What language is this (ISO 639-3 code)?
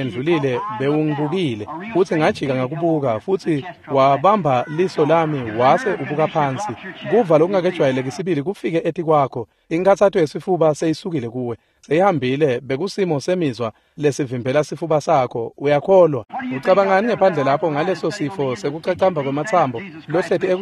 ssw